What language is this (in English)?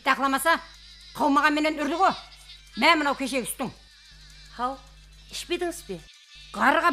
Kara-Kalpak